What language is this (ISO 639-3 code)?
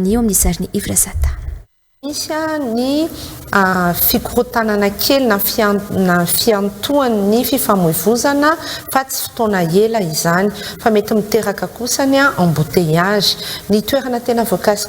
mlg